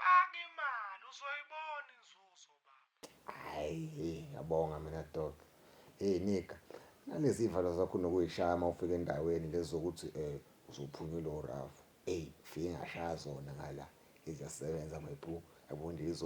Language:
Zulu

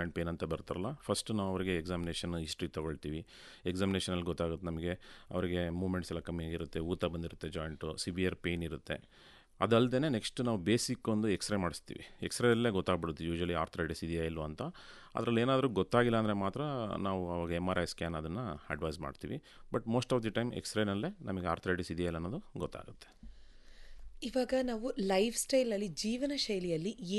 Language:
Kannada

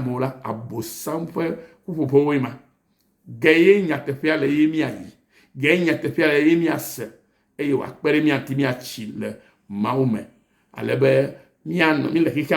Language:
Ewe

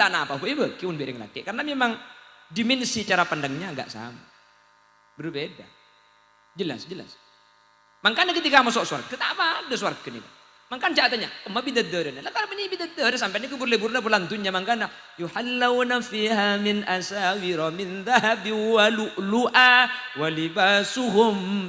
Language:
Madurese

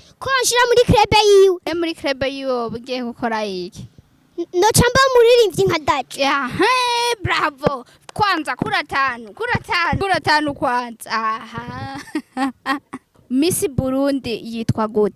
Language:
Rundi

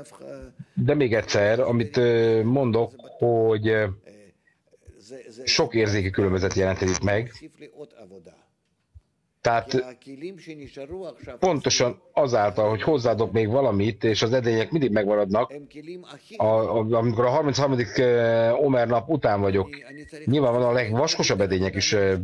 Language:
Hungarian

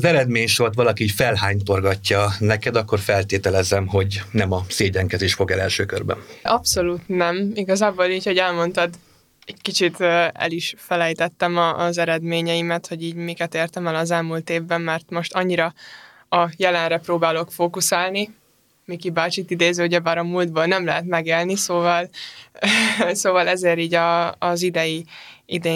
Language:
Hungarian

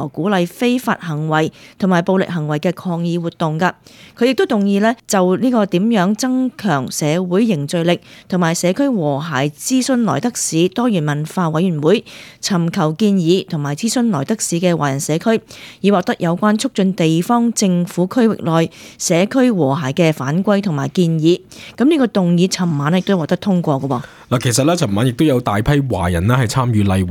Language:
Cantonese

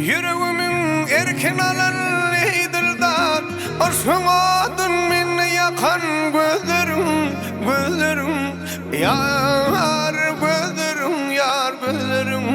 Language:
Turkmen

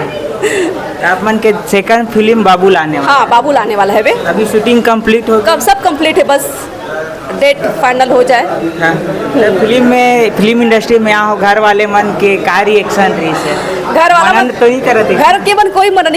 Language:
Chhattisgarhi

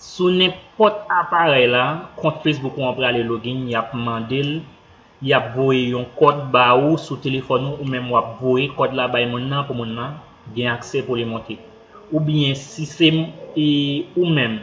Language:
Haitian Creole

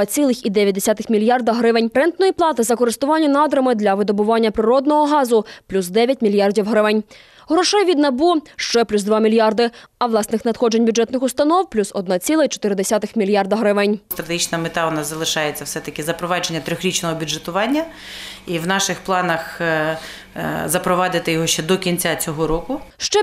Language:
Ukrainian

